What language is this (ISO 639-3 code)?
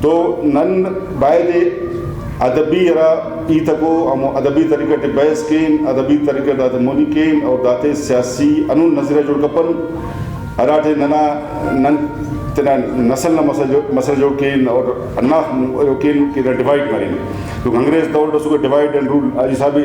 brh